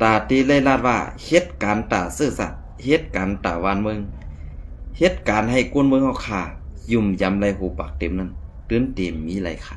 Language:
Shan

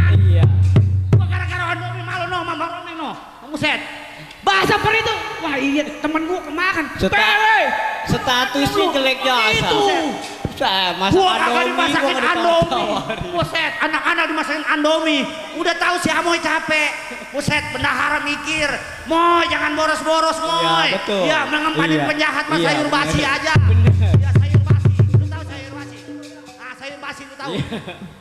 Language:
Betawi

